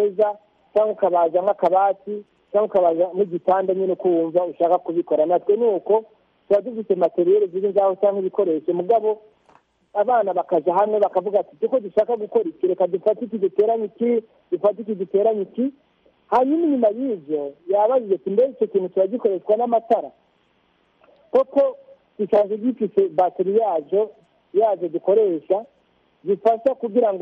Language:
Kinyarwanda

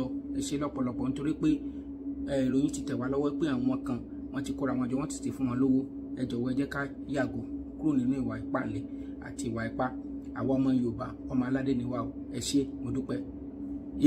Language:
Yoruba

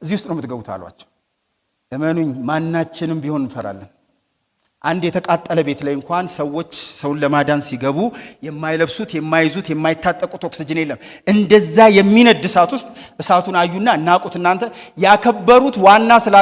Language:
Amharic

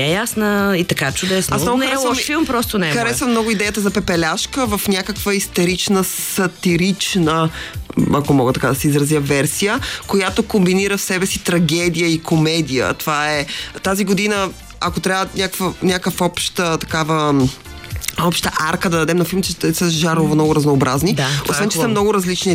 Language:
Bulgarian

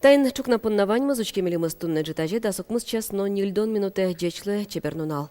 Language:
Udmurt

